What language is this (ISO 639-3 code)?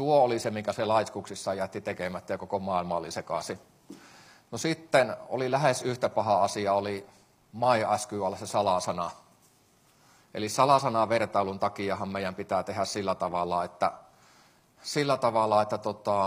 fin